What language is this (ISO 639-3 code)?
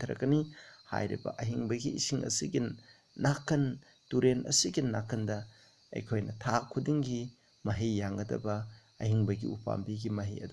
mni